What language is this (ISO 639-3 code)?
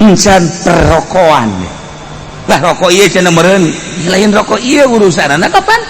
sun